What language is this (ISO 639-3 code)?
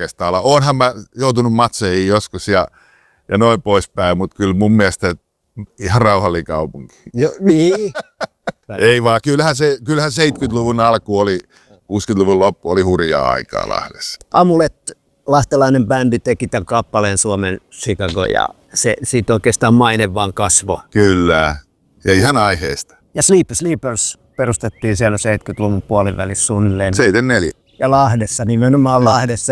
fin